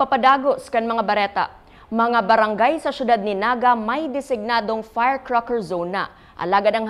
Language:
Bikol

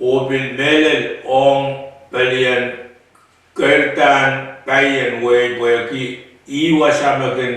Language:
Pohnpeian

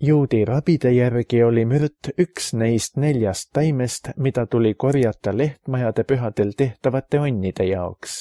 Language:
Estonian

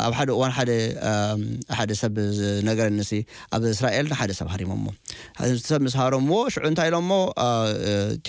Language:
Tigrinya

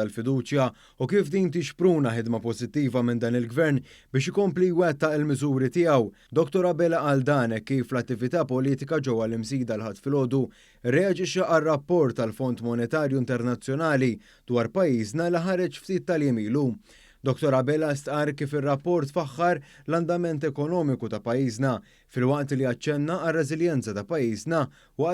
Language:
Maltese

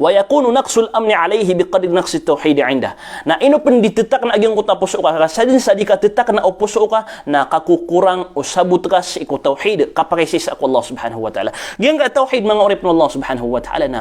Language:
Maranao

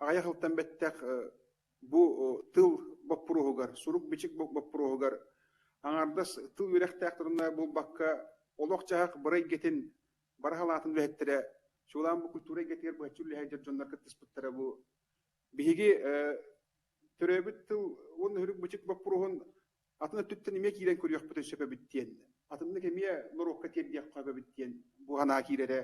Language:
Yakut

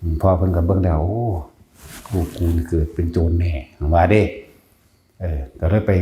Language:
Northeastern Thai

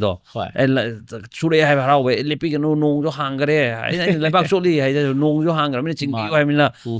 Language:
Manipuri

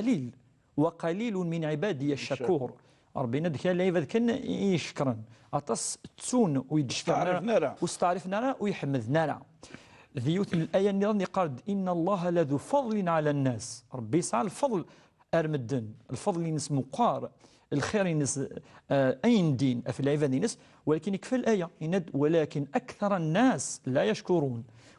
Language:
Kabyle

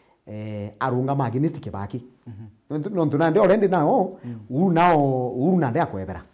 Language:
Meru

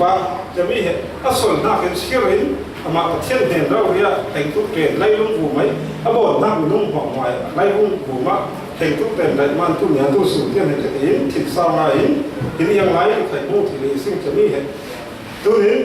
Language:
Falam Chin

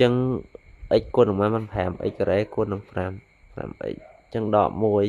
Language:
Khmer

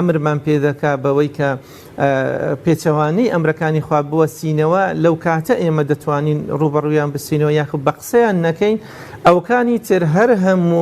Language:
Central Kurdish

